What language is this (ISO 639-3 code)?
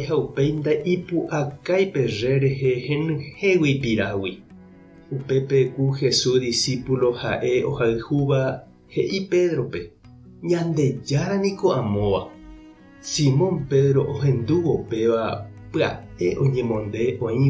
grn